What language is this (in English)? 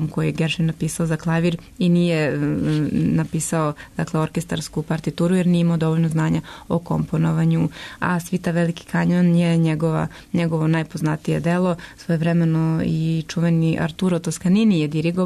Serbian